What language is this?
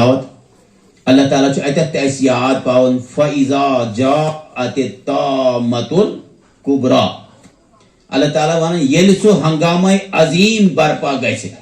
Kashmiri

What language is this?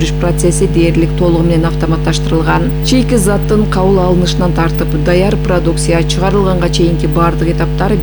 Kyrgyz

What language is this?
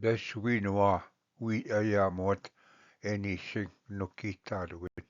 Ojibwa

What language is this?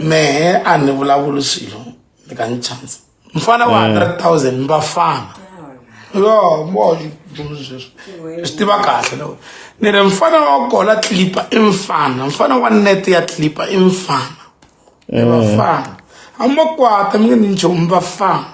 Tsonga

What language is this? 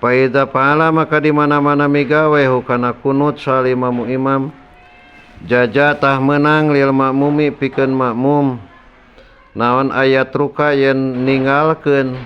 Sundanese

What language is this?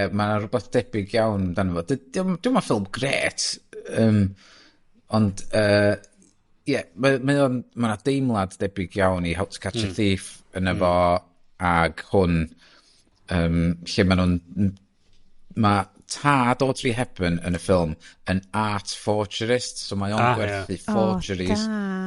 Welsh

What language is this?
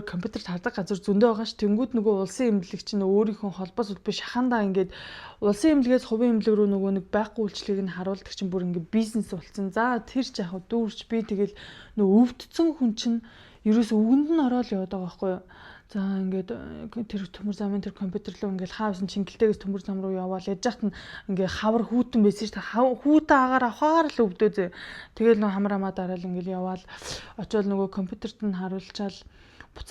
Mongolian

